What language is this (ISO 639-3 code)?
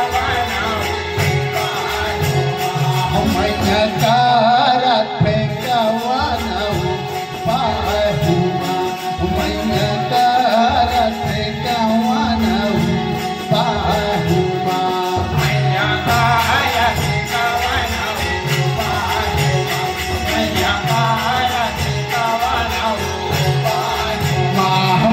hne